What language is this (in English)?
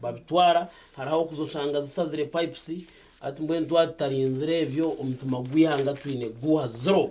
Nyankole